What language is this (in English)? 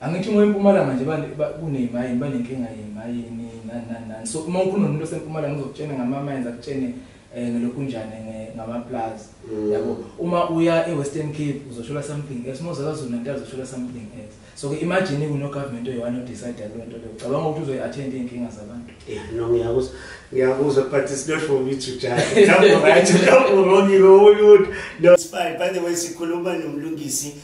Zulu